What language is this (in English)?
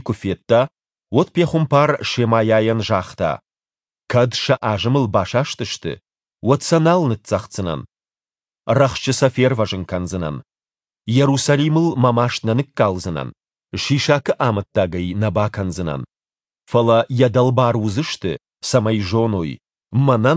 Ossetic